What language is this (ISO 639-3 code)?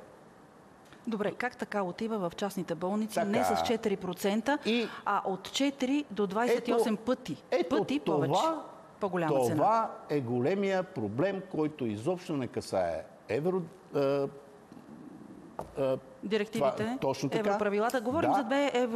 bul